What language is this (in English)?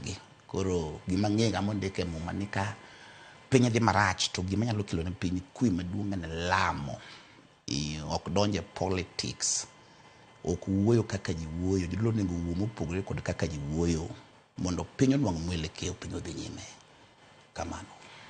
Luo (Kenya and Tanzania)